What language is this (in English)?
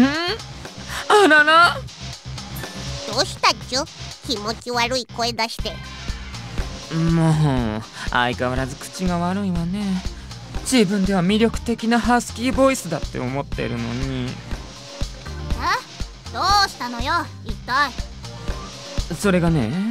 Japanese